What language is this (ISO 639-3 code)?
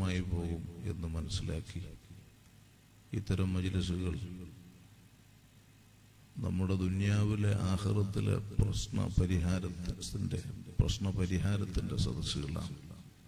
mal